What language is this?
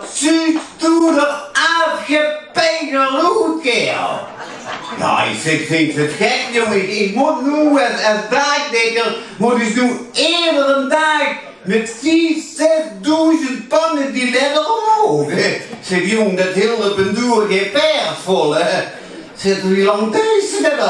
Limburgish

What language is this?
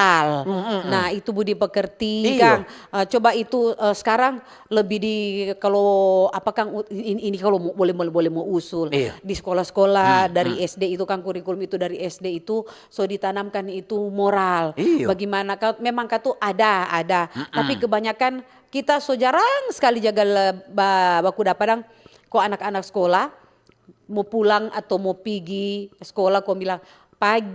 Manado Malay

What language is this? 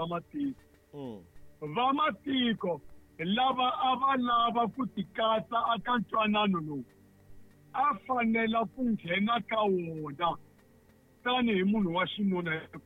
Tsonga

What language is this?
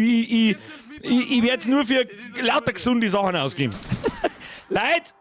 Bavarian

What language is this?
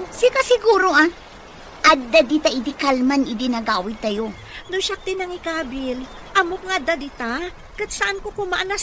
Iloko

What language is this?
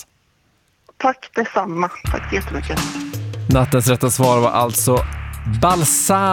Swedish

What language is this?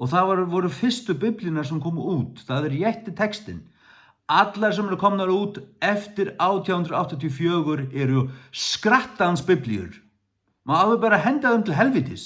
Faroese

